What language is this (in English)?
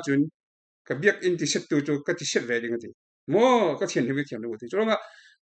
Falam Chin